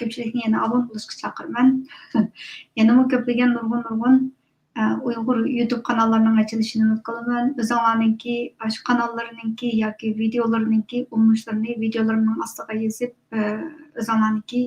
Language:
Uyghur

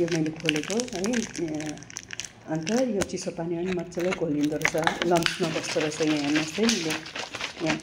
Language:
Nepali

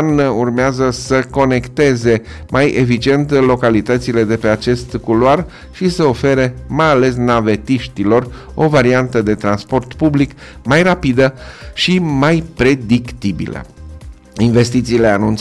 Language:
Romanian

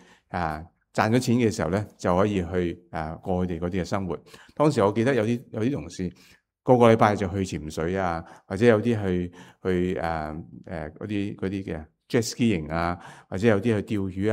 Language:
Cantonese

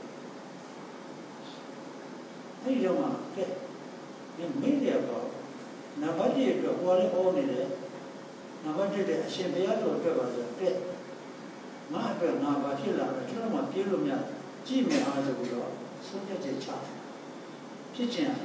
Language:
Burmese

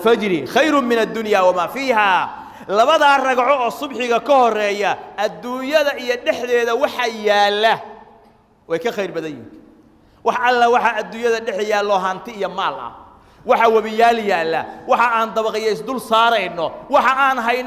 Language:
Somali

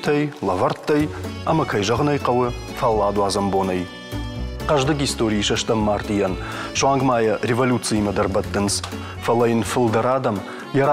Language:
Ossetic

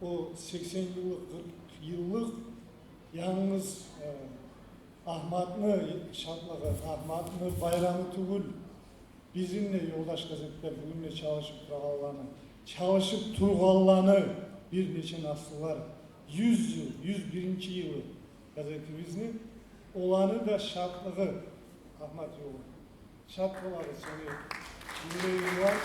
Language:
Kumyk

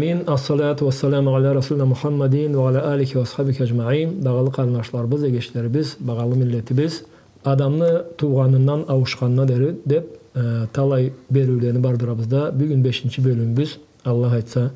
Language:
Karachay-Balkar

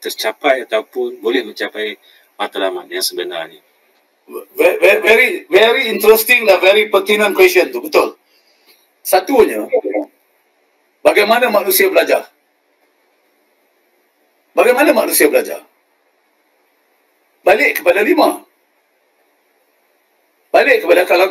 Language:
Malay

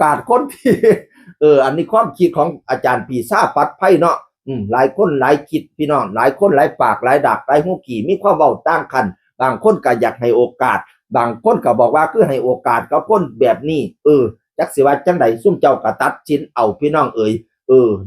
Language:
Northeastern Thai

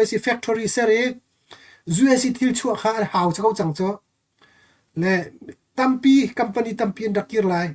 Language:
Hakha Chin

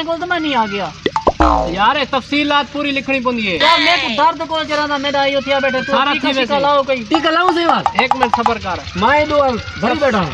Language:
Saraiki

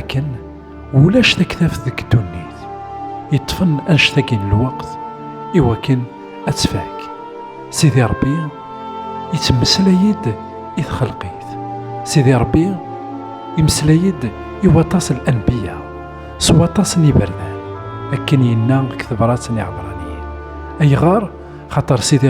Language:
Kabyle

